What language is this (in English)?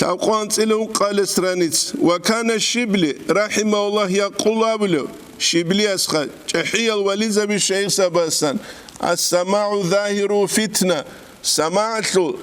Avaric